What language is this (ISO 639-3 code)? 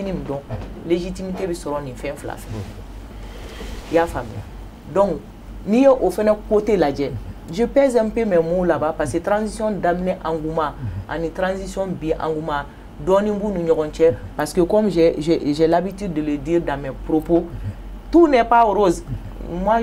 bam